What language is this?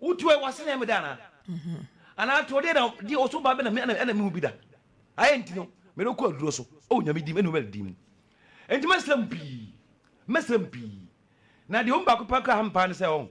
Akan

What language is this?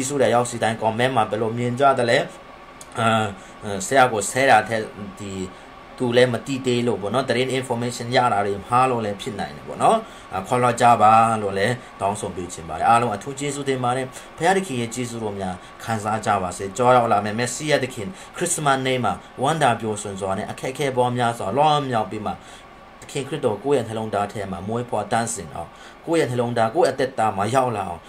Burmese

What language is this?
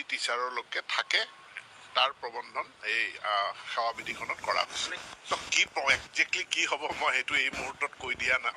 Assamese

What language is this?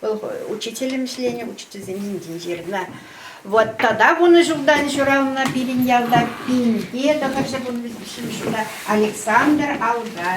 Chuvash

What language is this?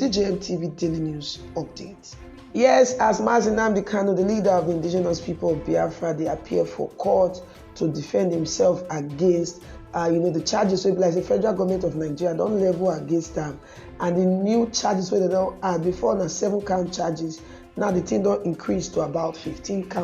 Nigerian Pidgin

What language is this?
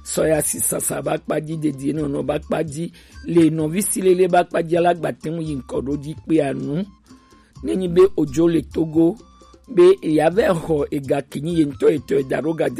Gen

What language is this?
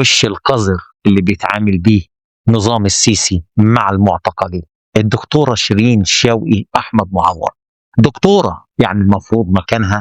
Egyptian Arabic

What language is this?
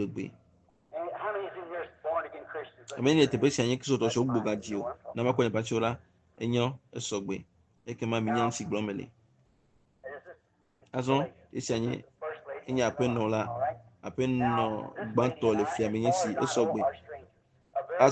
Ewe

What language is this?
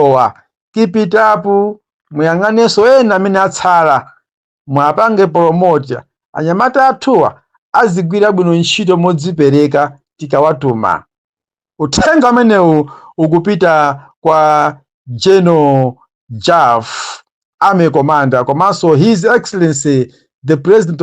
Nyanja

